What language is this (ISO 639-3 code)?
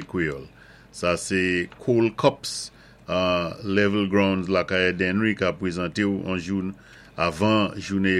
acf